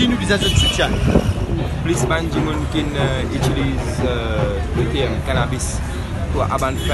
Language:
Morisyen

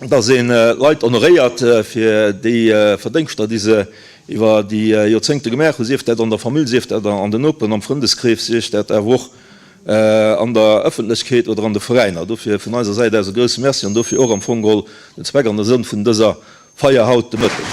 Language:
Luxembourgish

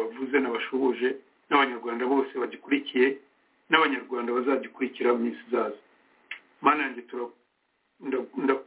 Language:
Kinyarwanda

